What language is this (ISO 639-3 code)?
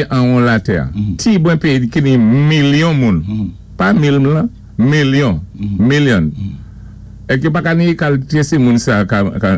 acf